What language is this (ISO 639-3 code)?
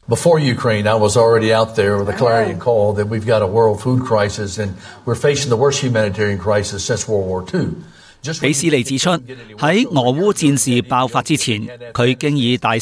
yue